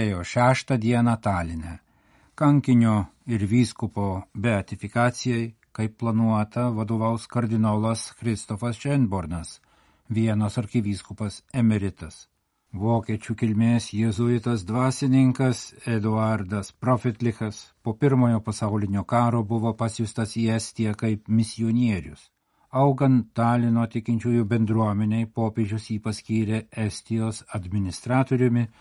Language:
Lithuanian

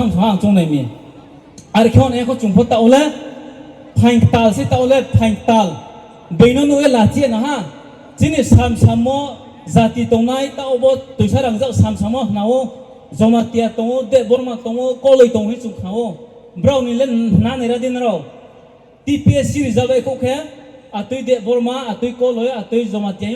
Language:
Riang (India)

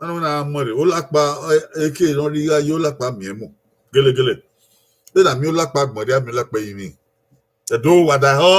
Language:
Bini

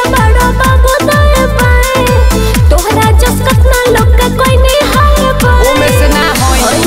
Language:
Bhojpuri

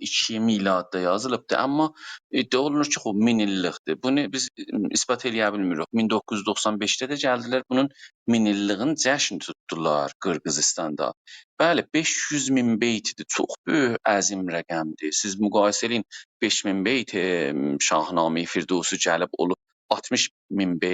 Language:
South Azerbaijani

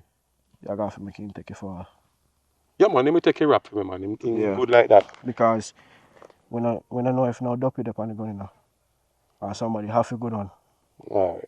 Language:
Jamaican Creole English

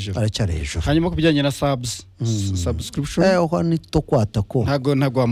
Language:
Kinyarwanda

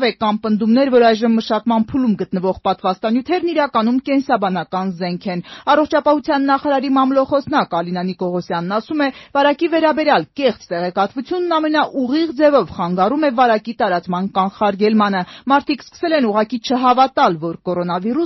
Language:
Armenian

